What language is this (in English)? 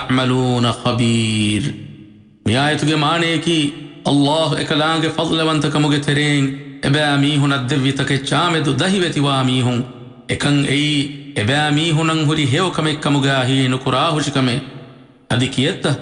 Divehi